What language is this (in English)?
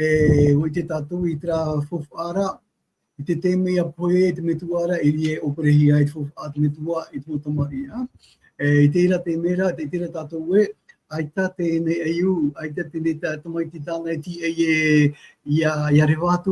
Tahitian